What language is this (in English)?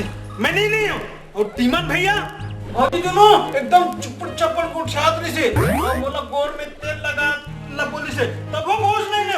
Chhattisgarhi